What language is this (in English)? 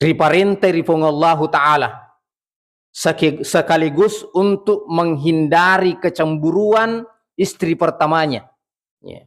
Buginese